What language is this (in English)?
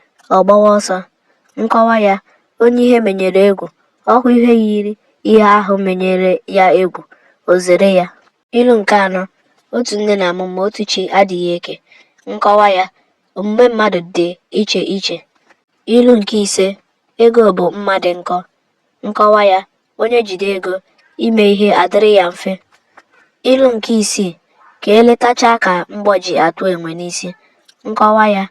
Igbo